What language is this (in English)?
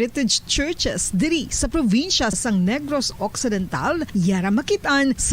Hiligaynon